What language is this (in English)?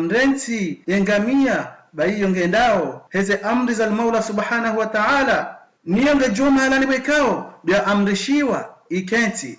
Ngazidja Comorian